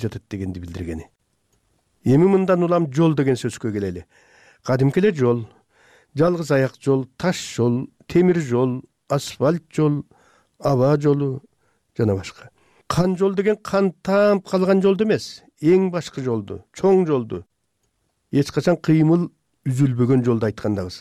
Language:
Kyrgyz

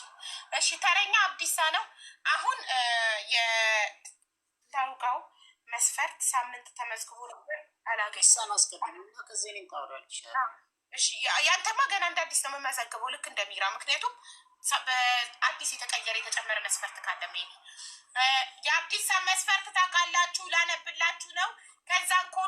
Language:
Amharic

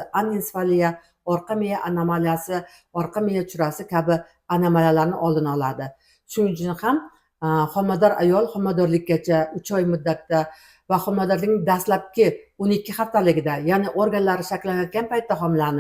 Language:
Uzbek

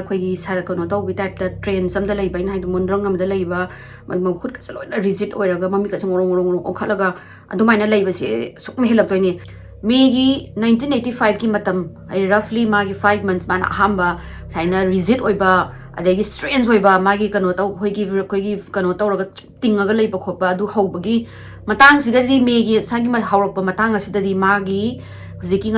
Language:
Manipuri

